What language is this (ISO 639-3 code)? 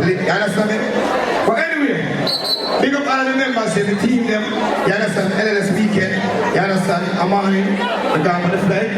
jam